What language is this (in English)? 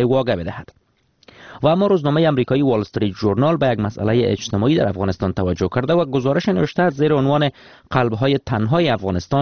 Persian